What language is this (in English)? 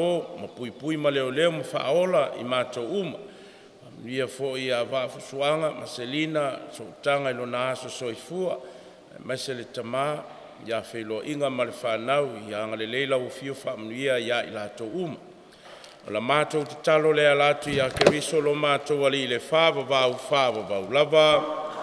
Samoan